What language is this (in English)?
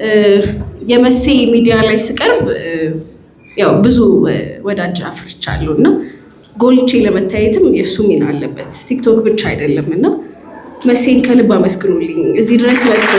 Amharic